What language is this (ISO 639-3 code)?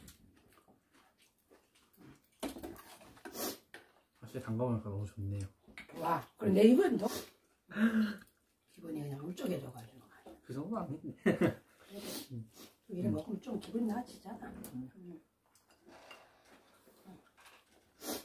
kor